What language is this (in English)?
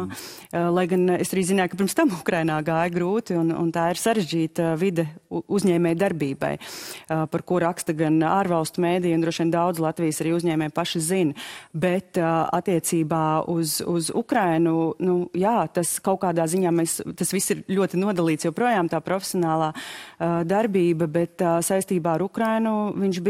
Latvian